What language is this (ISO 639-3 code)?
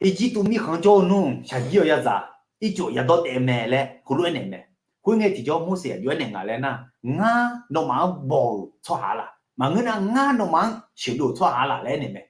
ahk